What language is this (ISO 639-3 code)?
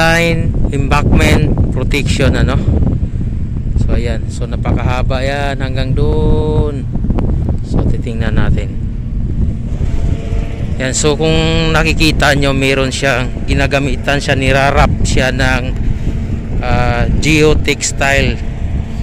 fil